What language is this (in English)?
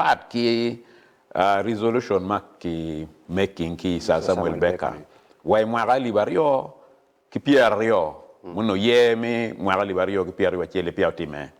Acoli